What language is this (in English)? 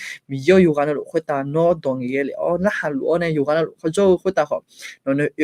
Akha